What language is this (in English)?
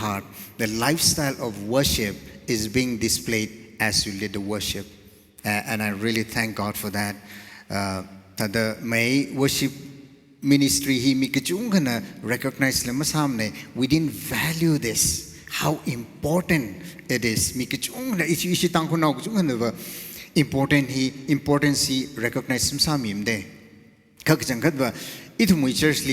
Tangkhul Naga (India)